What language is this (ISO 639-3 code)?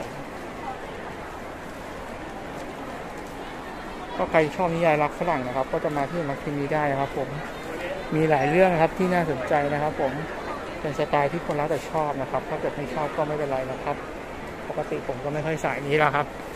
tha